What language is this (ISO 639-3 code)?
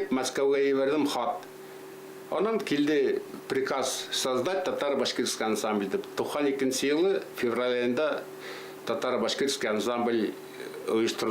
bak